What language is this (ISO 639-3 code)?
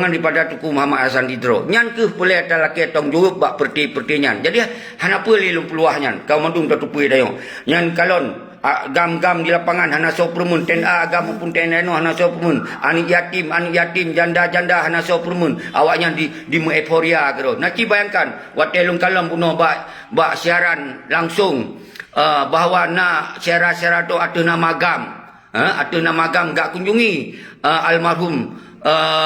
ace